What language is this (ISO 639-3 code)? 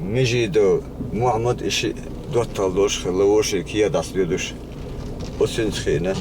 che